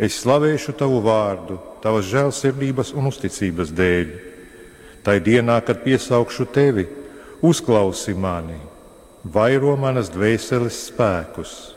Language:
Latvian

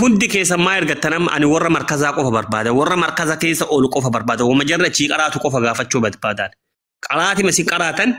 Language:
Oromo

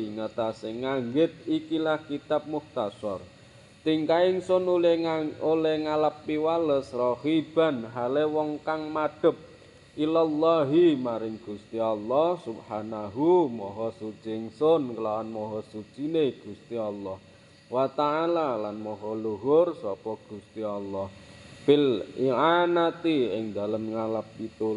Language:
Javanese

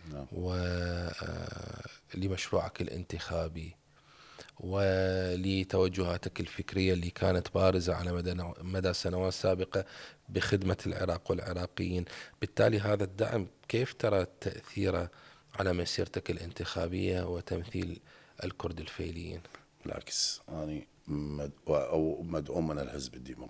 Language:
Mesopotamian Arabic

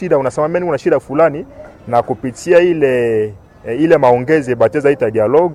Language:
Swahili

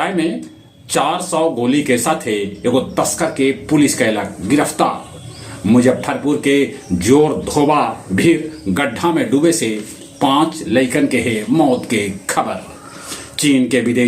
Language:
Magahi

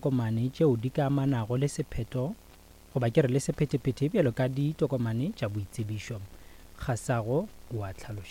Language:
Northern Sotho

